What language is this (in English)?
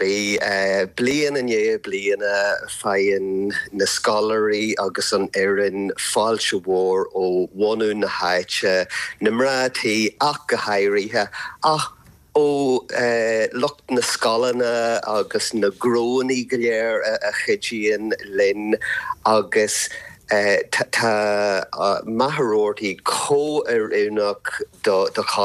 Irish